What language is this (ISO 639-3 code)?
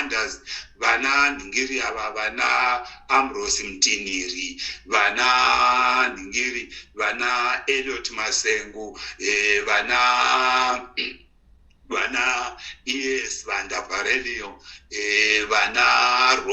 sna